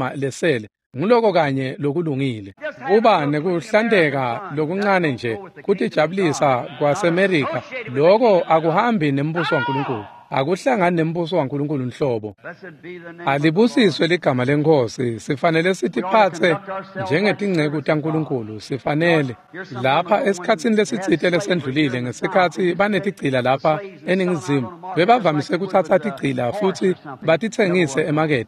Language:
Swati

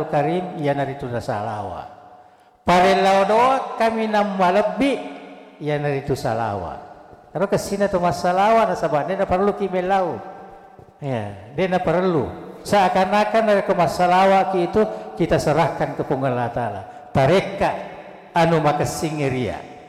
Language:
Buginese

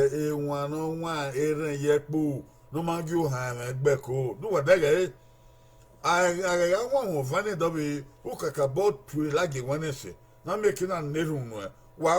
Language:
Bini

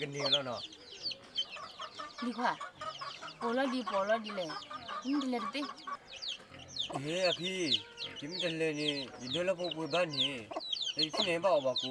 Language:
S'gaw Karen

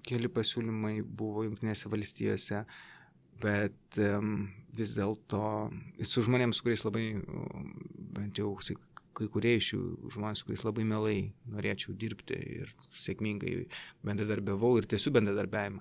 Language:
Lithuanian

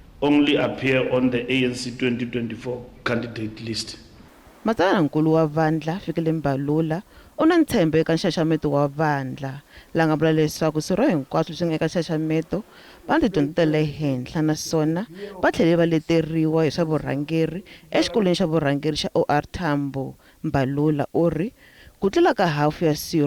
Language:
Tsonga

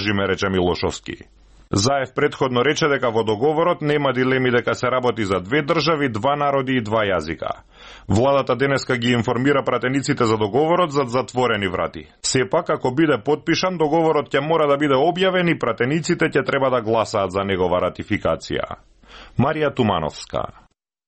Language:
Macedonian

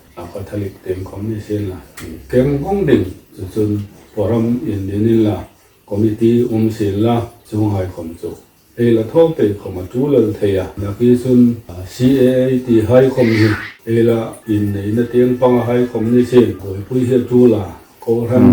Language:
Hmar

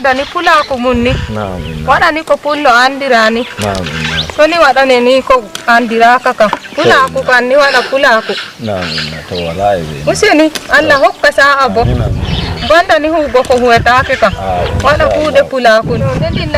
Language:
Fula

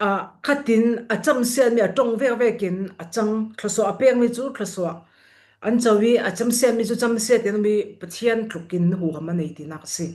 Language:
Falam Chin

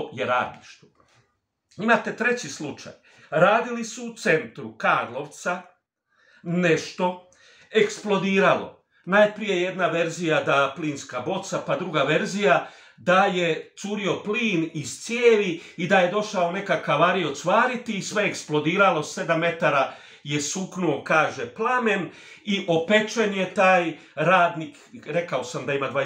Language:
Croatian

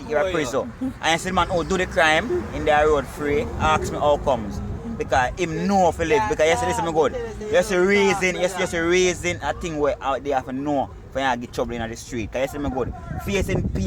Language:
Jamaican Creole English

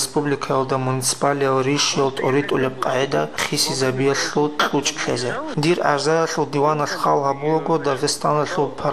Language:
Avaric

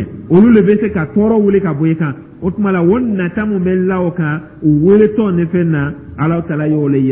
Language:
Dyula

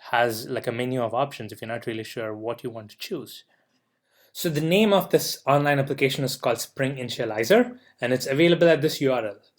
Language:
English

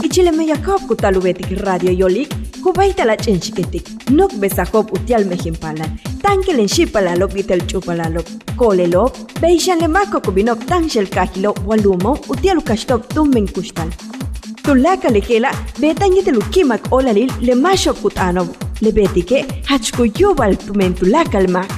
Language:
Yucateco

